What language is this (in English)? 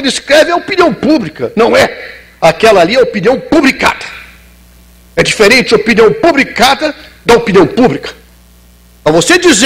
Portuguese